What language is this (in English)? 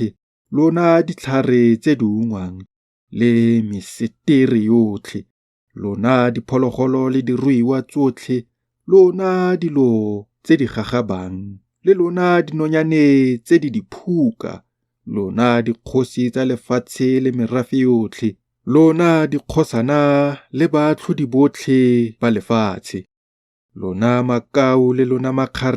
Tswana